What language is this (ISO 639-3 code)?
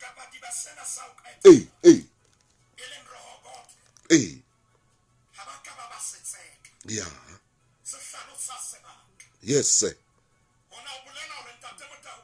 sot